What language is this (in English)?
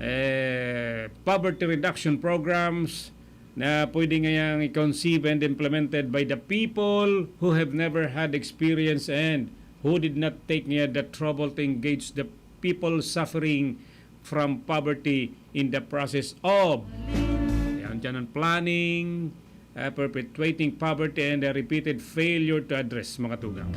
Bikol